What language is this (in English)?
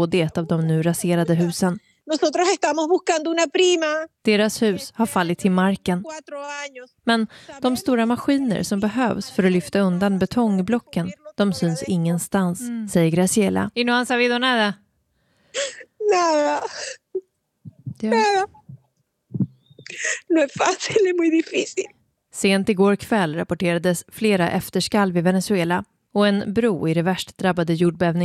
Swedish